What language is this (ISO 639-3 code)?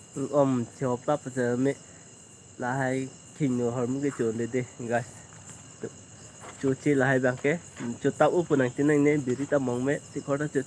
mjw